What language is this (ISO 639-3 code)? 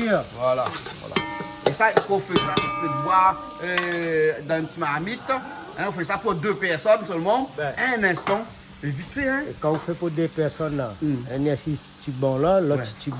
rcf